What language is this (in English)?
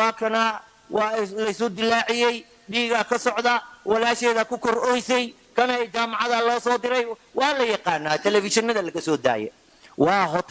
Somali